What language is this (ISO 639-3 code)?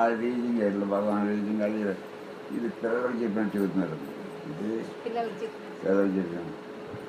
tel